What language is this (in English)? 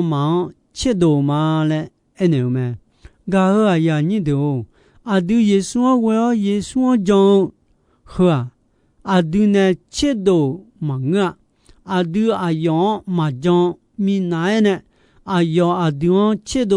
Akha